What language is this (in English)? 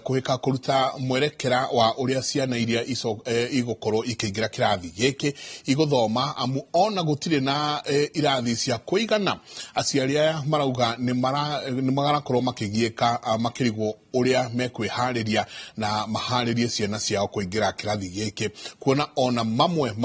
Kikuyu